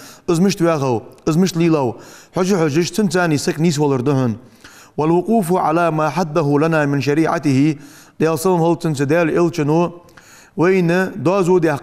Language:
Ingush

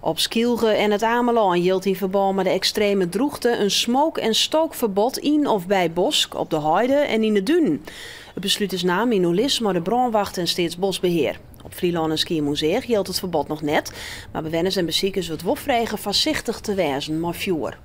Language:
Western Frisian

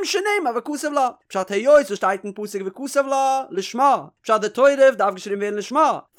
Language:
Yiddish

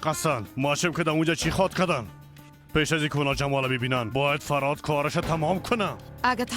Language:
Persian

